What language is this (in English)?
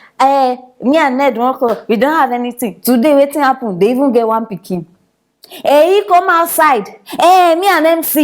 Nigerian Pidgin